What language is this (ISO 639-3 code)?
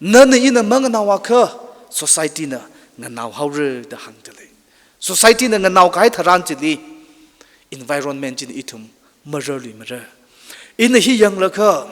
nmf